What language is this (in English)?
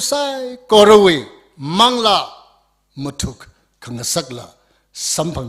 Tangkhul Naga (India)